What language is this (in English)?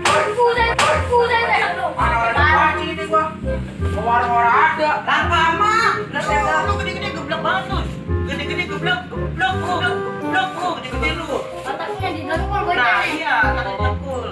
Betawi